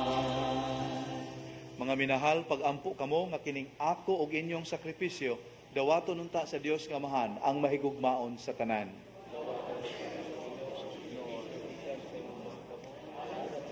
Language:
Cebuano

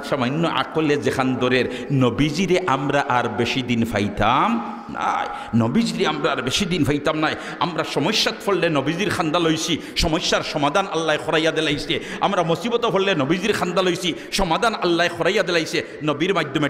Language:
Sylheti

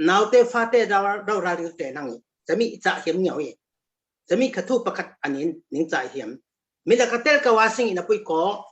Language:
Falam Chin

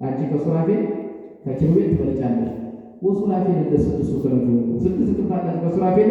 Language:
Amharic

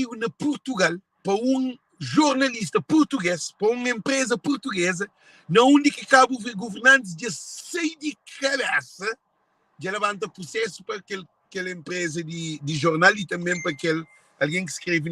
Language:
Kabuverdianu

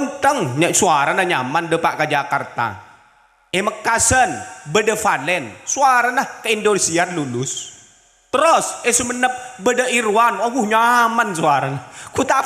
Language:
Madurese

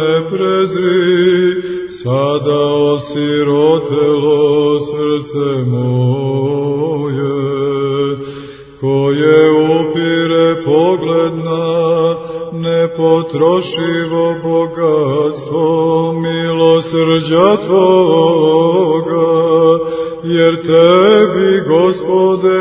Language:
Serbian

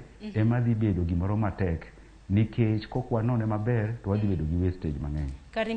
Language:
Luo (Kenya and Tanzania)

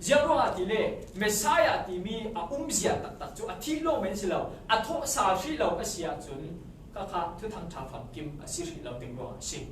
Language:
Falam Chin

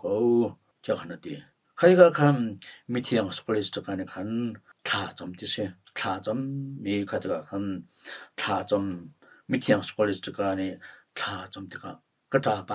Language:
Hakha Chin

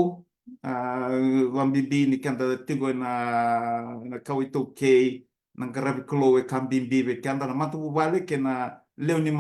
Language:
Fijian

